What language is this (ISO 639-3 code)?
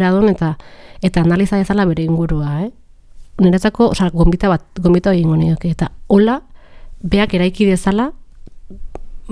eus